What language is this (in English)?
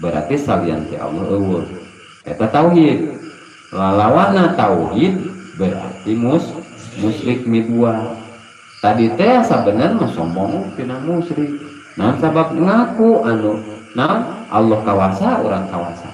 Sundanese